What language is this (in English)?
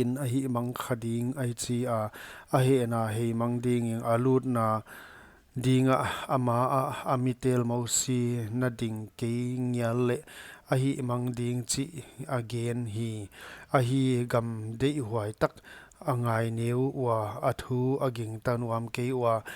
Paite Chin